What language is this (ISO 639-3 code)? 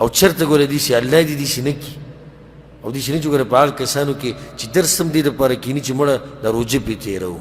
pus